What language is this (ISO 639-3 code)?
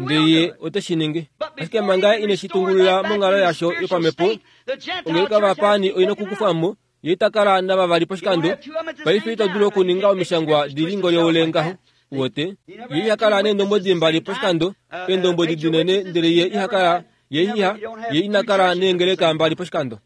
kua